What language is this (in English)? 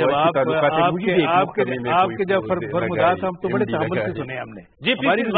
Urdu